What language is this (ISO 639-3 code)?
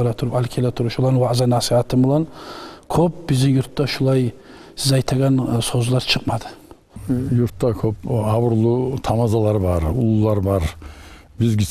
kum